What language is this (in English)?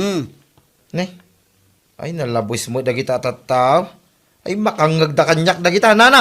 Iloko